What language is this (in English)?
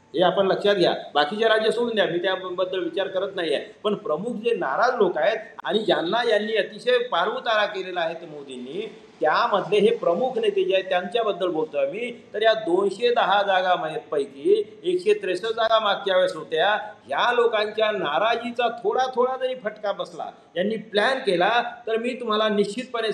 Marathi